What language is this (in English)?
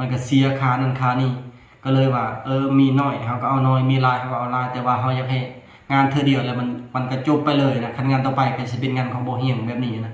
Lao